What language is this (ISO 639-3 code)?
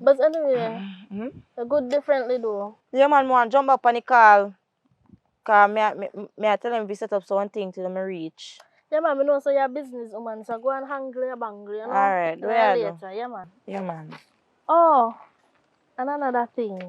jam